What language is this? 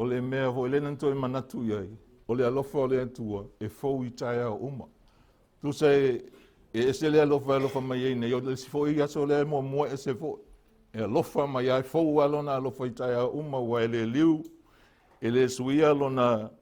Samoan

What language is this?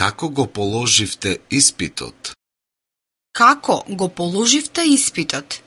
Macedonian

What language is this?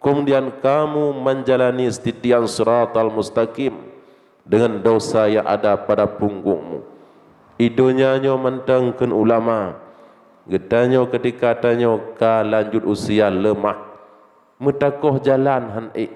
Achinese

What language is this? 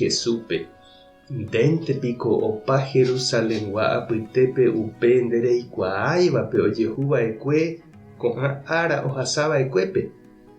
Guarani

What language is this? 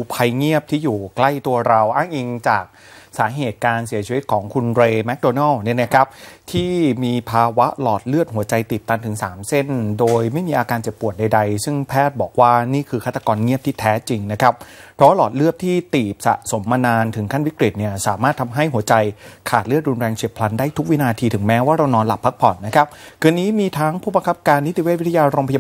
Thai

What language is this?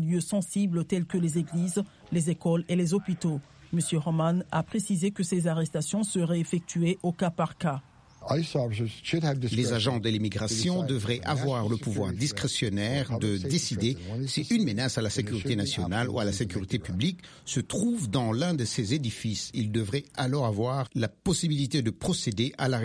French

